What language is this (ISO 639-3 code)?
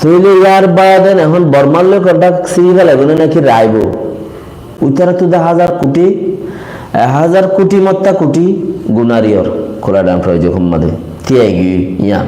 rhg